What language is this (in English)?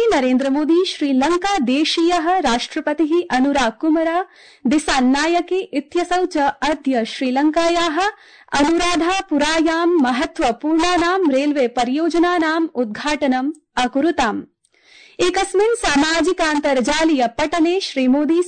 Sanskrit